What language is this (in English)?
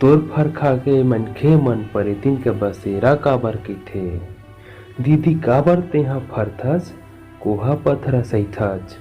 Chhattisgarhi